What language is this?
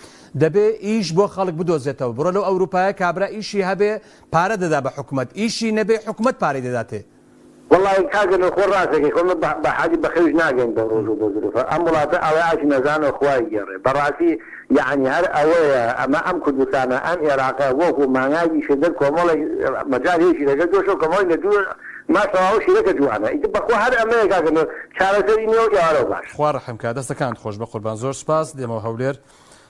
Central Kurdish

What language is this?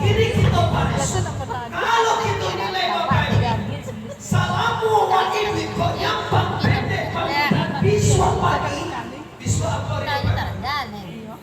Minangkabau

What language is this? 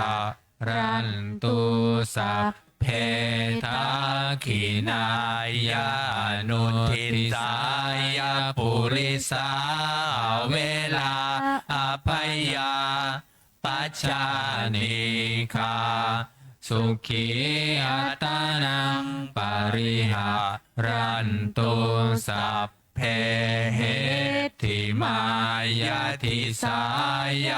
Pali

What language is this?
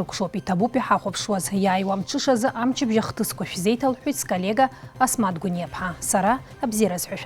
Abkhazian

